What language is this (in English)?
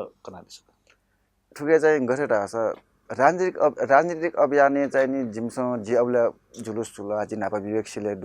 Newari